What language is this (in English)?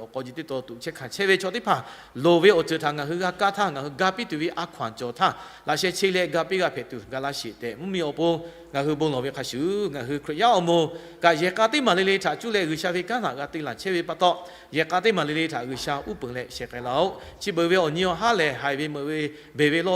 Lahu